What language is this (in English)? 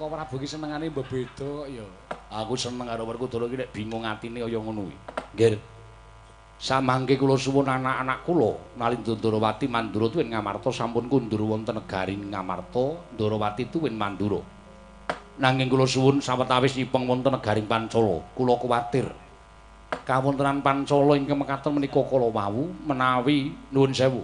Javanese